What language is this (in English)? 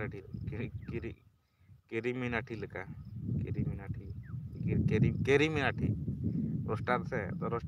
Santali